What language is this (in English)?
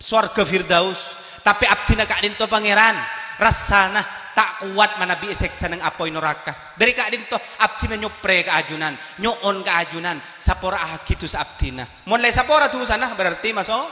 Madurese